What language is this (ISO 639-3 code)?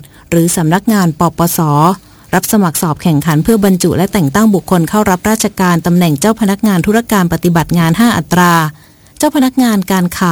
tha